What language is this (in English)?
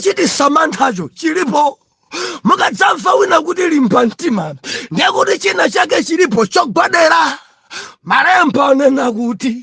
Nyanja